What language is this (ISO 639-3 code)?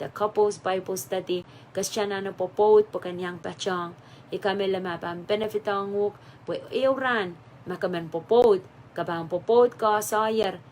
pon